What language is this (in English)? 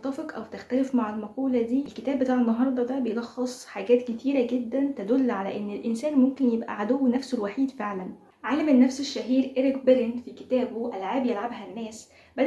Egyptian Arabic